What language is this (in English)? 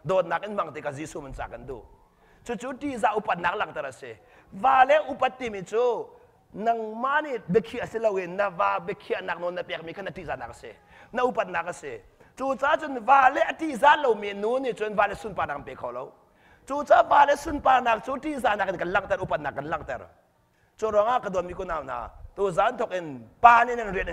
Hakha Chin